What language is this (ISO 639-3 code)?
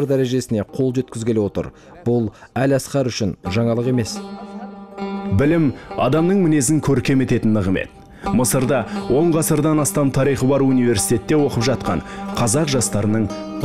kaz